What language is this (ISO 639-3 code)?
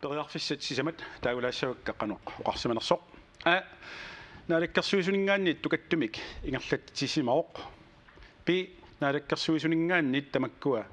kal